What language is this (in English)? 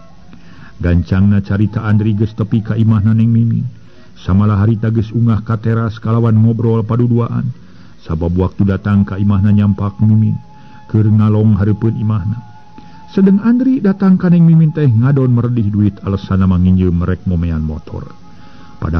Sundanese